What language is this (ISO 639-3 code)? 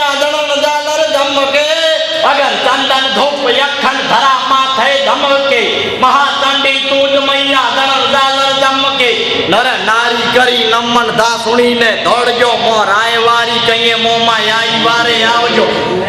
guj